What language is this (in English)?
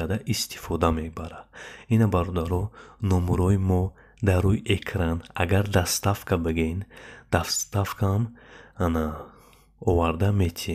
Tajik